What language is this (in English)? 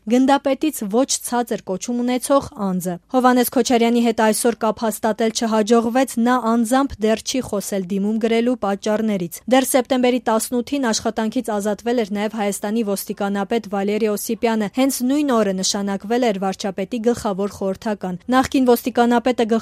Armenian